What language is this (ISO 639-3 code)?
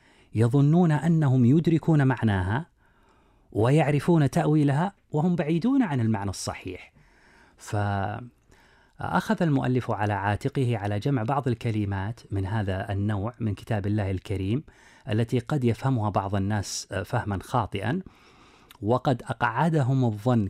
ara